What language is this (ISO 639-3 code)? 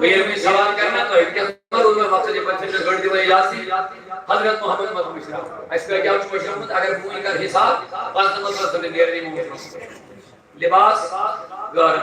kas